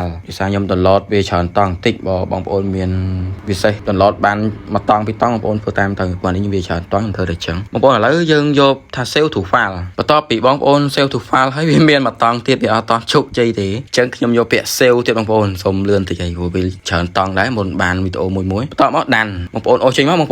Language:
Khmer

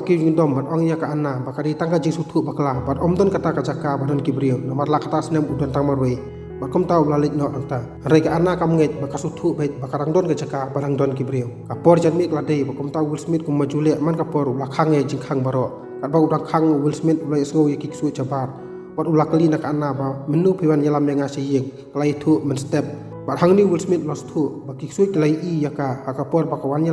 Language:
Khasi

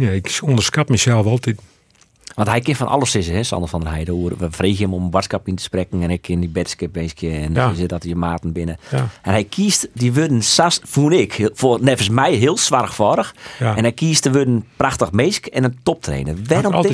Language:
Western Frisian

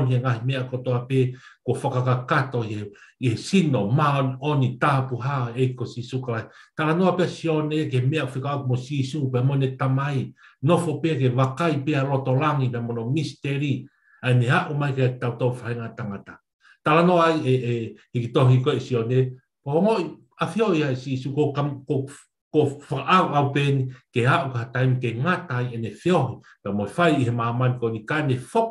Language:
Tongan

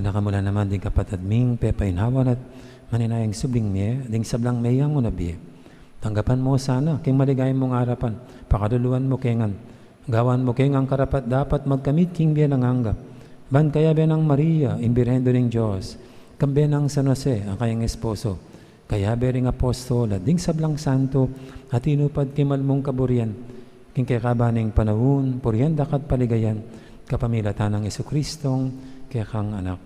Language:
Pampanga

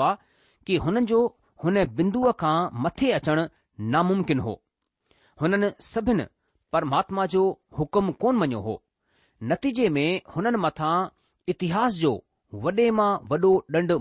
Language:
Sindhi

